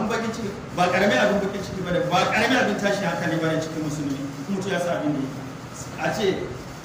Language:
Hausa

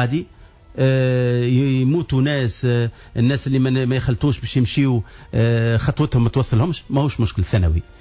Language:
Tunisian Arabic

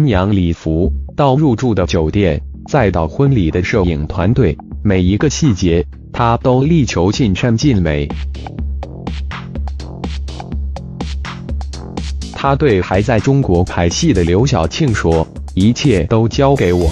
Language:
Chinese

